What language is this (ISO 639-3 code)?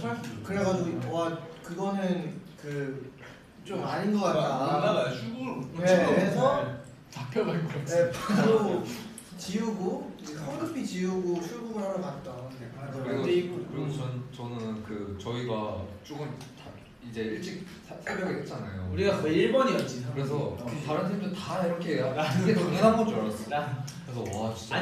kor